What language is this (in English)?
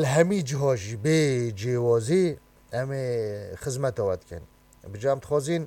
Kurdish